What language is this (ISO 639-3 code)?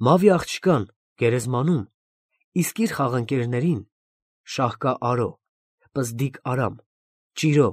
hye